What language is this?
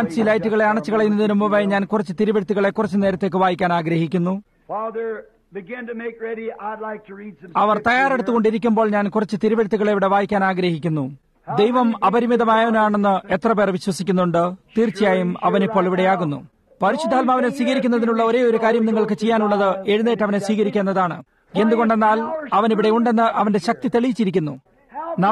Malayalam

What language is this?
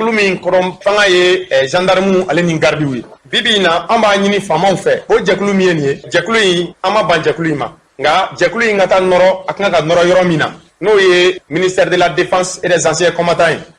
Bambara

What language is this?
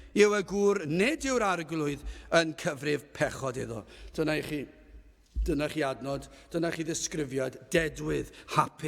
Welsh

